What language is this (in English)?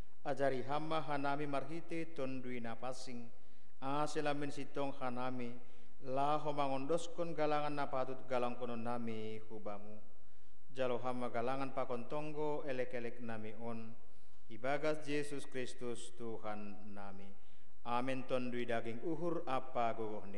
Batak Simalungun